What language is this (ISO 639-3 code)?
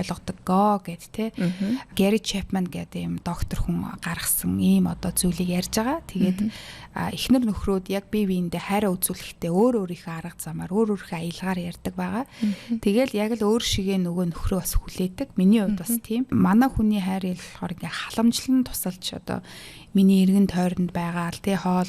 mon